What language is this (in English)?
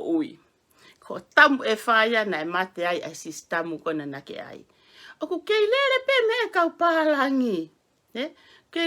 Tongan